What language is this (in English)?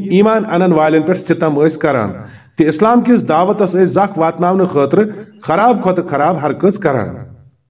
Kashmiri